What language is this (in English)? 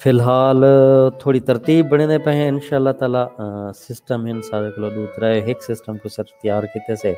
Saraiki